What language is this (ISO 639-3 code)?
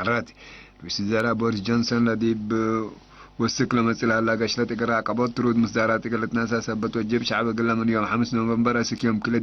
tig